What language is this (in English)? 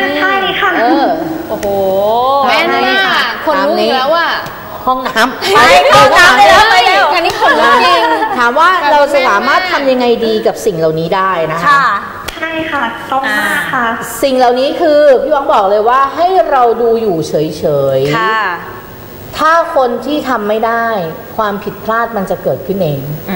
Thai